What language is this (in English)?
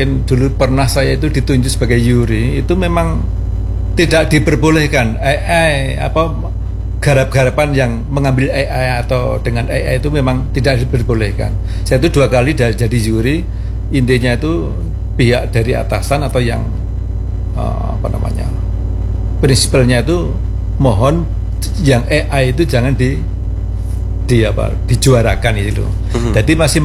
Indonesian